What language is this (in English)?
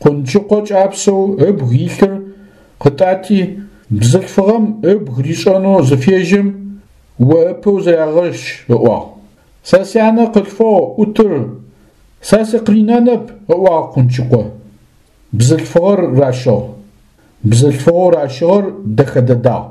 Adyghe